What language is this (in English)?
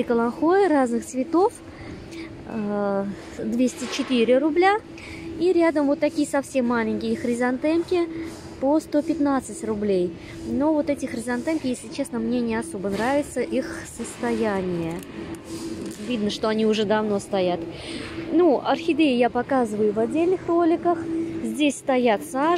Russian